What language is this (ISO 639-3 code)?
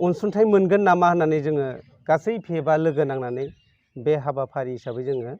brx